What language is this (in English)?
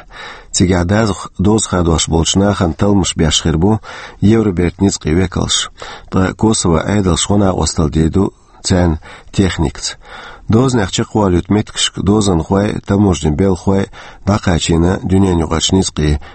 Chechen